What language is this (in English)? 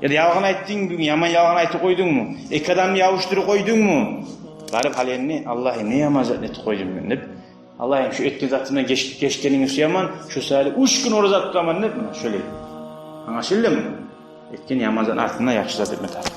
Kumyk